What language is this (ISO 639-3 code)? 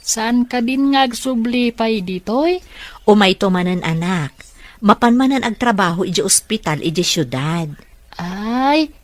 ilo